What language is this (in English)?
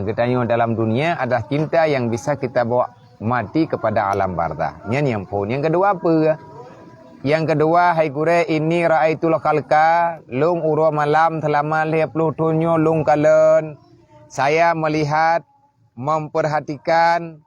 Achinese